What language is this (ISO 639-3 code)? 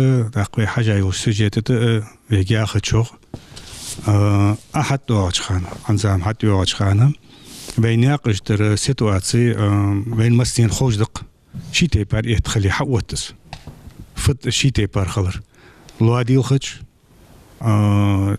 inh